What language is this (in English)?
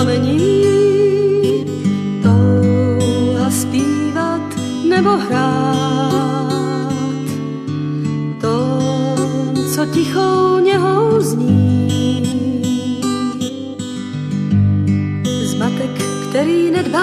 Czech